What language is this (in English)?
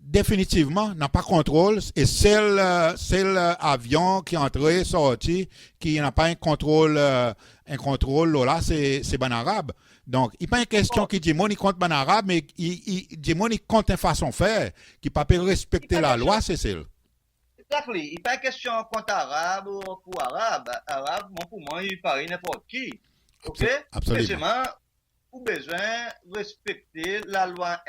Seselwa Creole French